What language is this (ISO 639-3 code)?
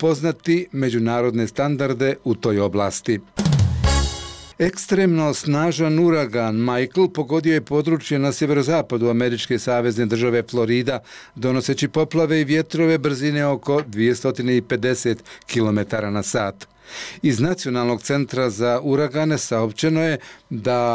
bos